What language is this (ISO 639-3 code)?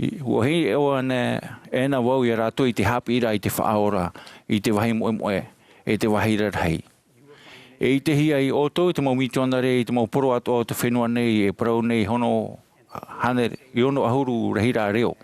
tah